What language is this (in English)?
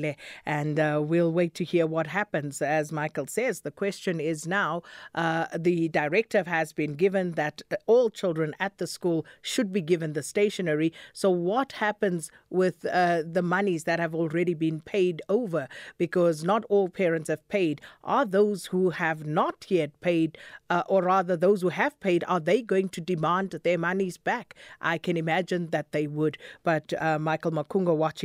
English